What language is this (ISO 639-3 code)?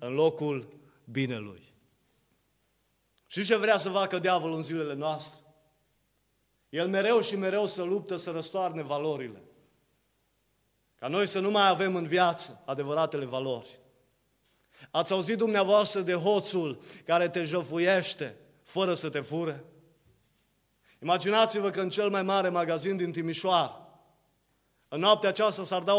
ron